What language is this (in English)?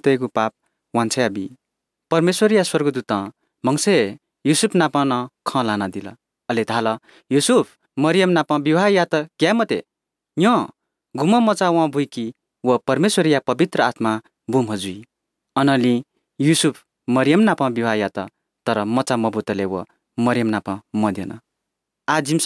Odia